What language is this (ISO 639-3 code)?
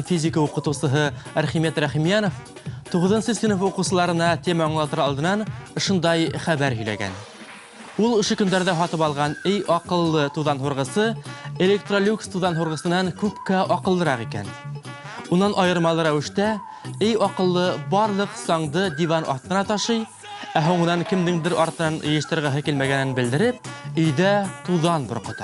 bak